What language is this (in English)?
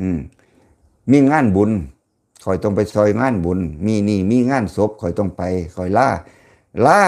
Lao